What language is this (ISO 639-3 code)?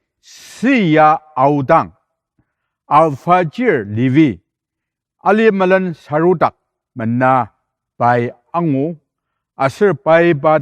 njo